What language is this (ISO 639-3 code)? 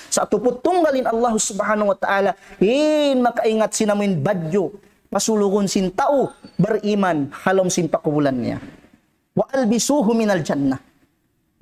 tsg